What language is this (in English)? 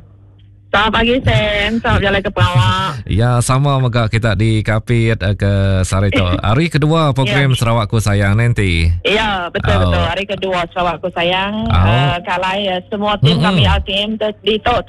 Iban